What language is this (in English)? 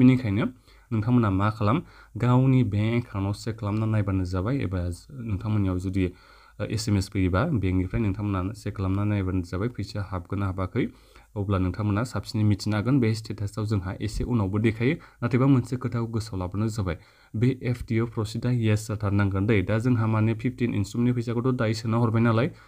Bodo